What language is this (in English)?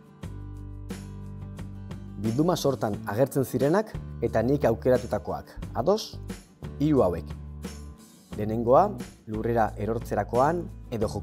Basque